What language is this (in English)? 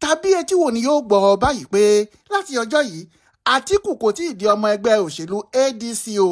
Yoruba